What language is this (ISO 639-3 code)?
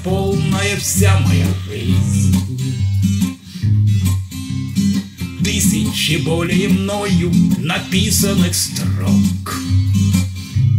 rus